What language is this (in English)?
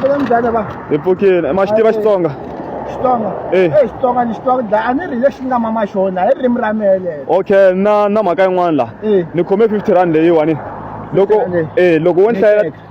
Tsonga